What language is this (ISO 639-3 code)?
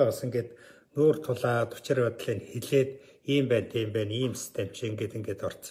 mon